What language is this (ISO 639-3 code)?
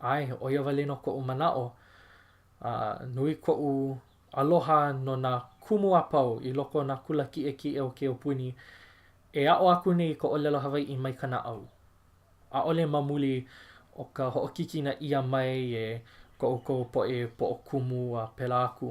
haw